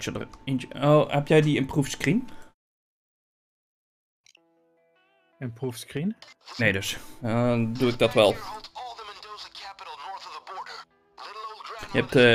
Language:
Dutch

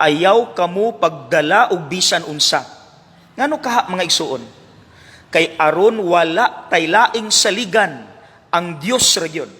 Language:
Cebuano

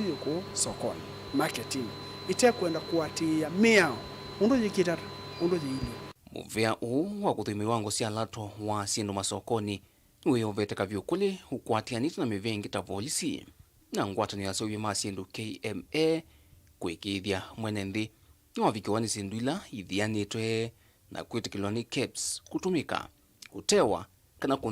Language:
Kamba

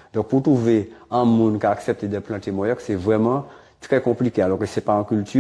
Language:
Guadeloupean Creole French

